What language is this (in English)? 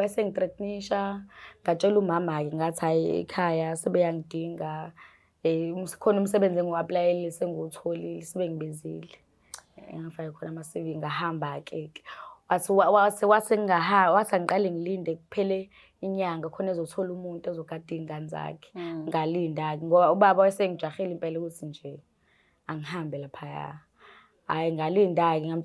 Zulu